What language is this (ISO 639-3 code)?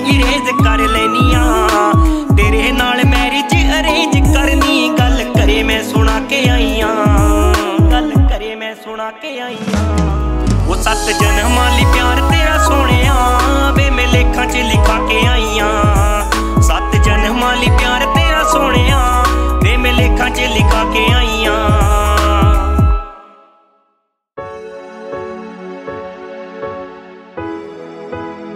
pan